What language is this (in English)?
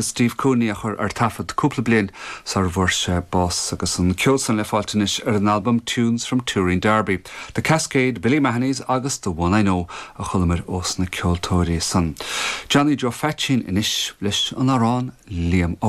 Irish